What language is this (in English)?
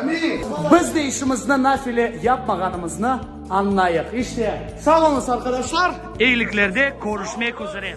Crimean Tatar